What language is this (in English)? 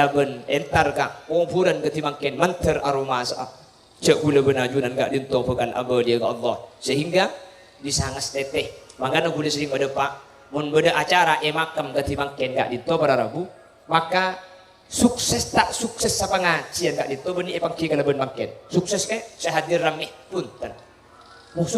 Madurese